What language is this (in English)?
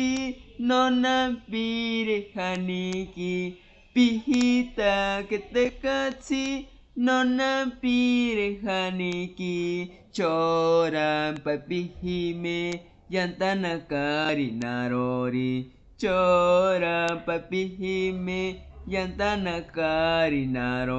Asháninka